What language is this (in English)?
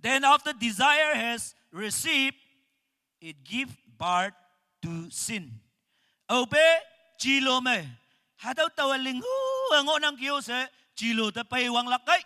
Naga Pidgin